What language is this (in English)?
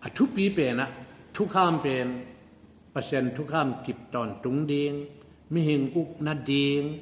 Tedim Chin